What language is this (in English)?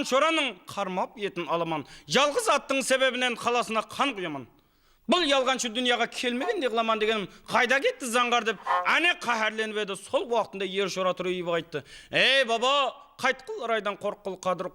Kara-Kalpak